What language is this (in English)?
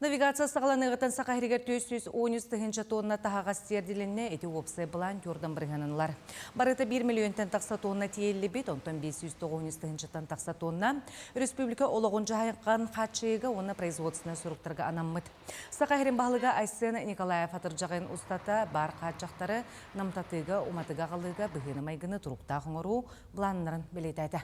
Yakut